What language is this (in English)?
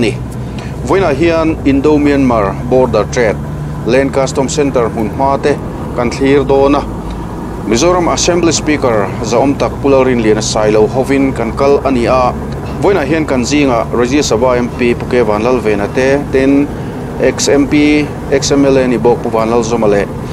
Mizo